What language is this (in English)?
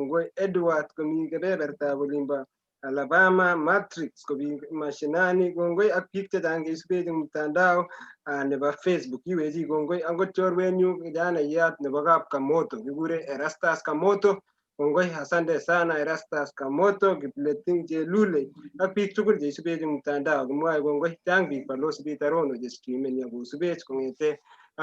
Kalenjin